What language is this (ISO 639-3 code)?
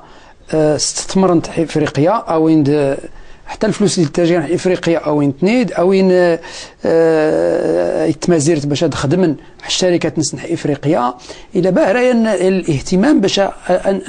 ary